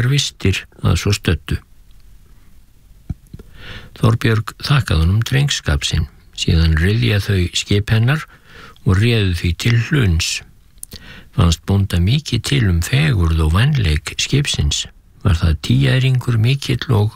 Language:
Icelandic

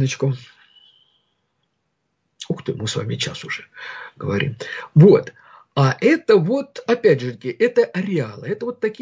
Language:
Russian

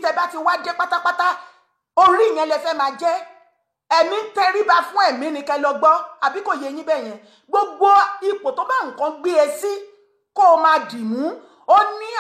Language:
Yoruba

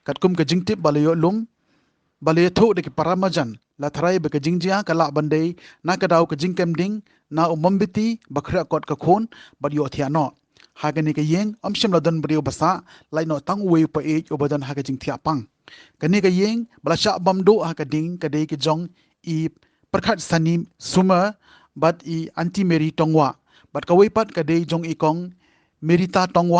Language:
Khasi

